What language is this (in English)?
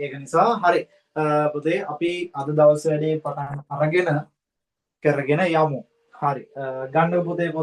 Sinhala